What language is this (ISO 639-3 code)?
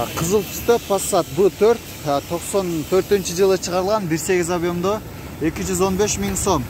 kir